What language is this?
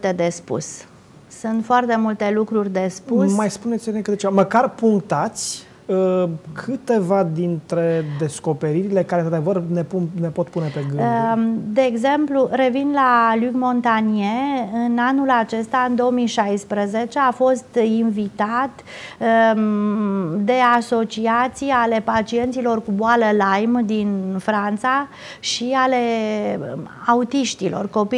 Romanian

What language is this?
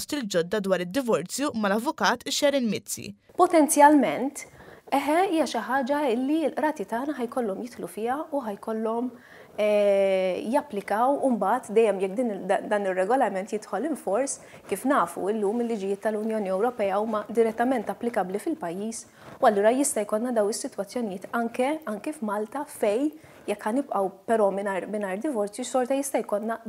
Maltese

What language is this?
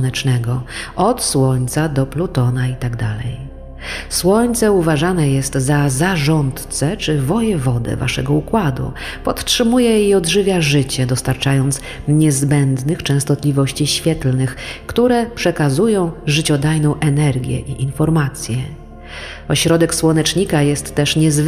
Polish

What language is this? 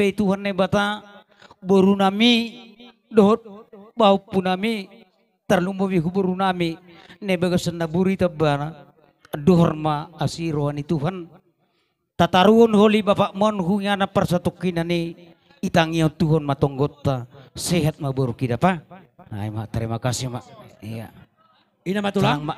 Batak Toba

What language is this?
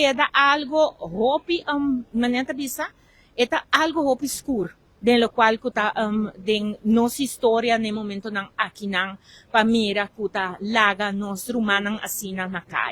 Papiamento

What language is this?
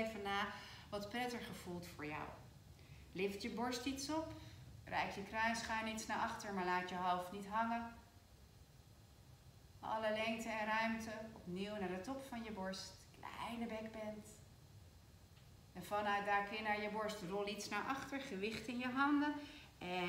Dutch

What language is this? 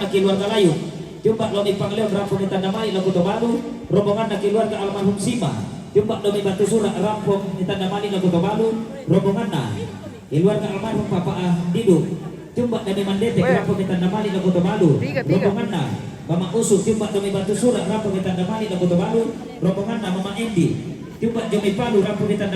Toraja-Sa'dan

